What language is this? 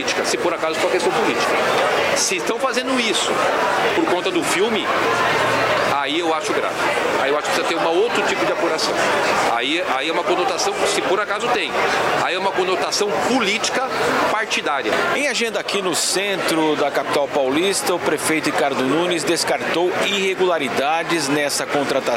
Portuguese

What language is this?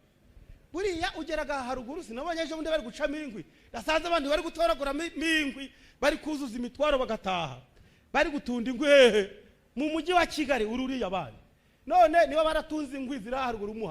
Kinyarwanda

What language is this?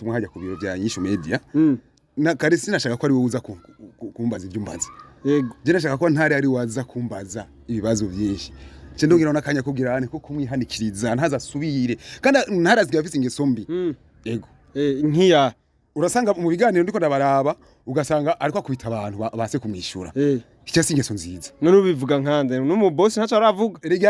Rundi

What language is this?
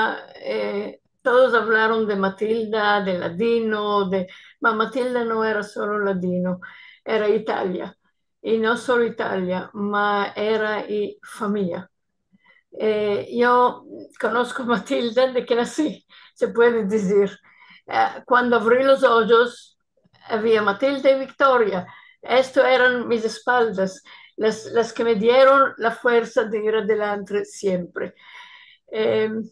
Ladino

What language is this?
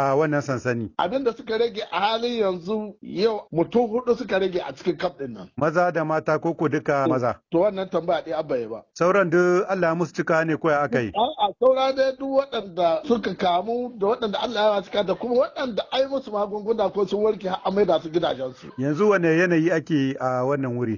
Hausa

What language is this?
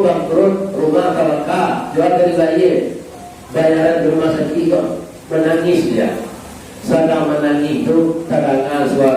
Minangkabau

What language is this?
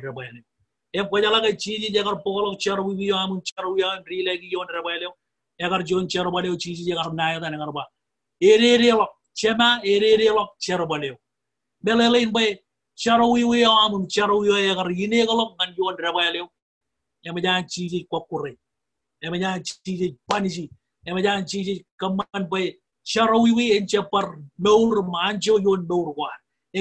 Marshallese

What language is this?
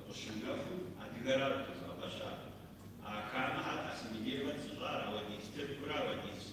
Kabardian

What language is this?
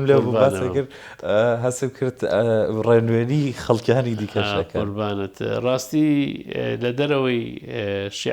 Central Kurdish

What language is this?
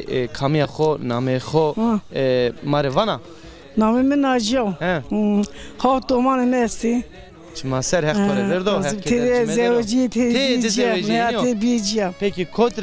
Zaza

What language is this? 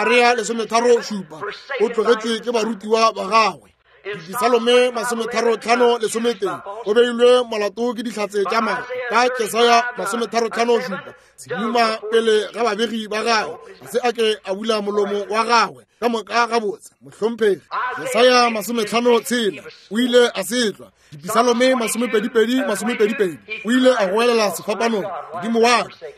Northern Sotho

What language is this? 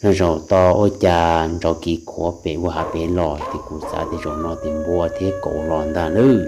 Hmong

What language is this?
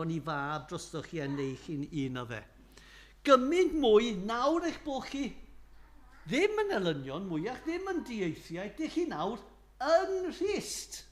Welsh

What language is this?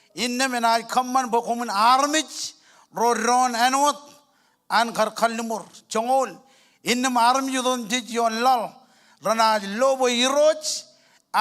Marshallese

